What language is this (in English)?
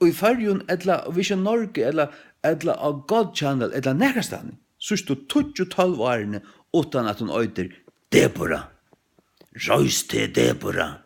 Faroese